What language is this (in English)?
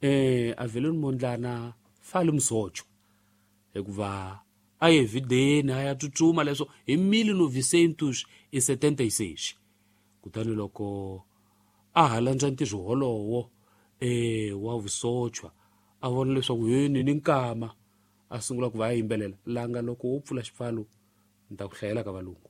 Tsonga